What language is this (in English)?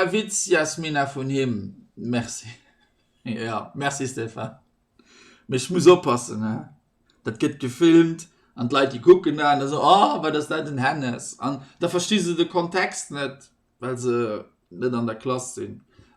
Luxembourgish